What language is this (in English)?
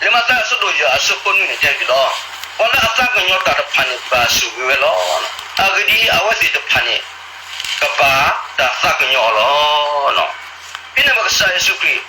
S'gaw Karen